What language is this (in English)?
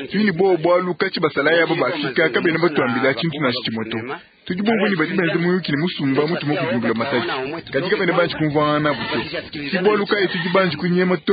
Luba-Lulua